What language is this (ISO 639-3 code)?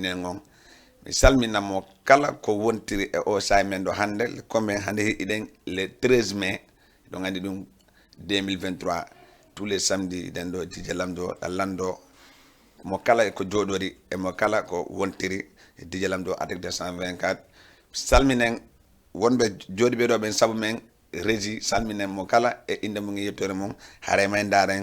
ful